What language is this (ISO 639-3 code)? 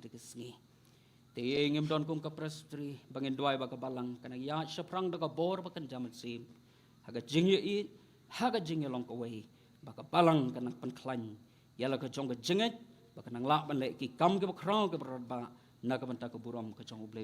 kha